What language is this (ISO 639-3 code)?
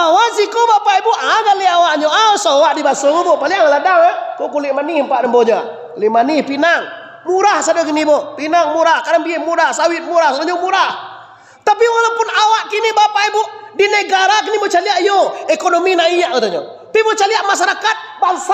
min